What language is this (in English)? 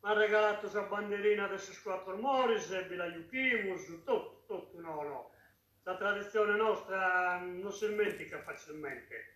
Sardinian